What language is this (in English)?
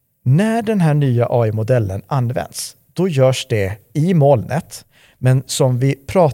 Swedish